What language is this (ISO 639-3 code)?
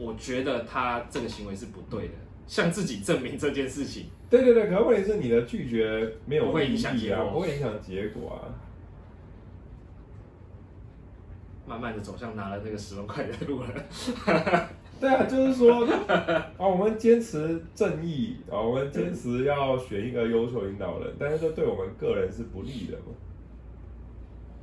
zho